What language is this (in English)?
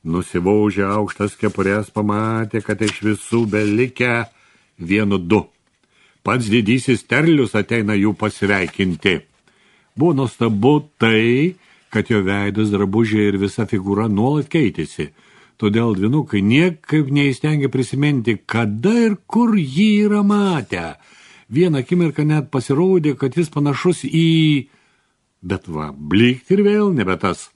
Lithuanian